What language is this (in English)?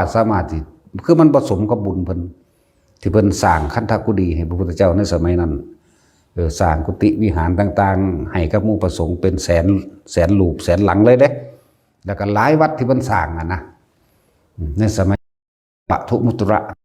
Northeastern Thai